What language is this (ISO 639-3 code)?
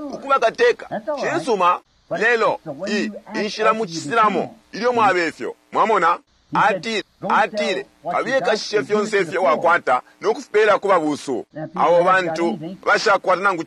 bem